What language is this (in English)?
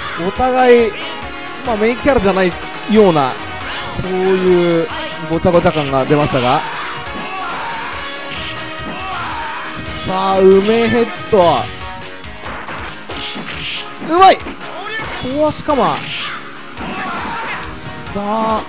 Japanese